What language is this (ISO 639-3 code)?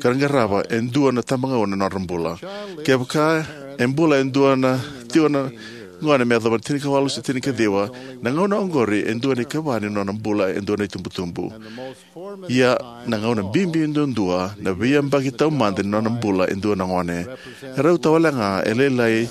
fij